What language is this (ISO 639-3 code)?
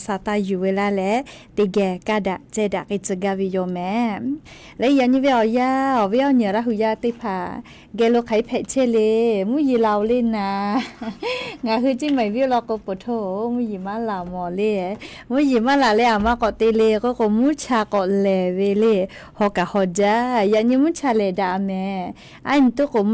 lhu